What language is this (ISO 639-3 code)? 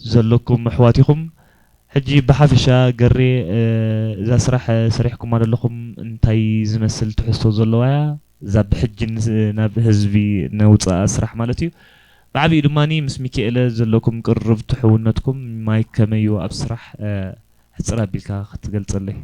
tir